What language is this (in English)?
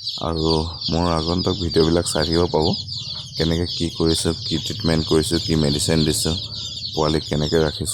Assamese